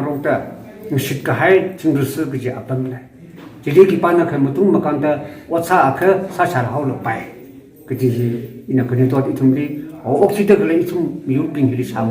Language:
Tangkhul Naga (India)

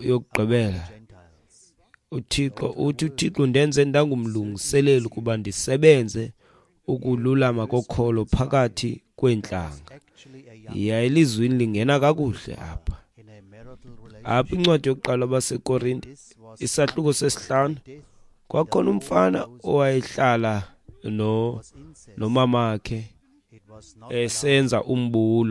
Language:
Xhosa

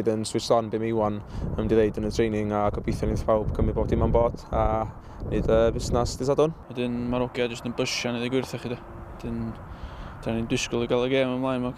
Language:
Welsh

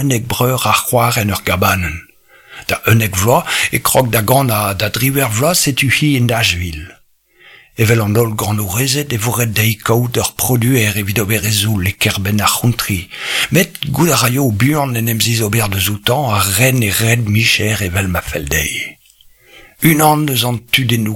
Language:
Breton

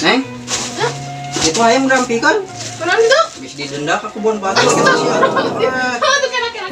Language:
Sundanese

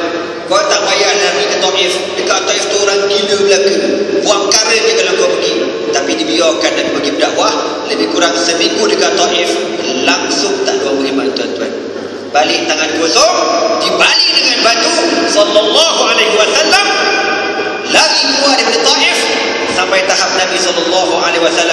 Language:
Malay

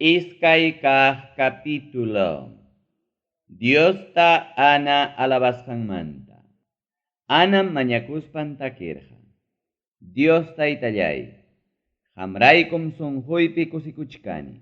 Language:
Ayacucho Quechua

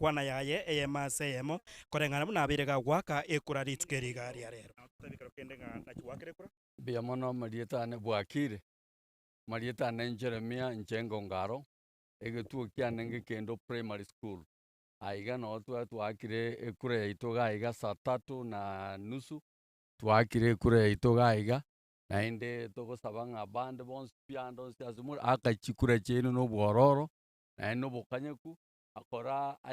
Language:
Gusii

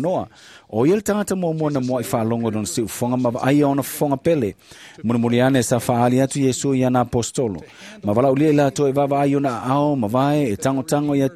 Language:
Samoan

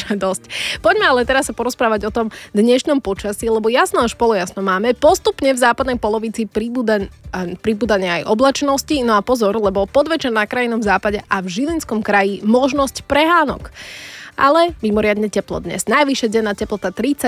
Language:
Slovak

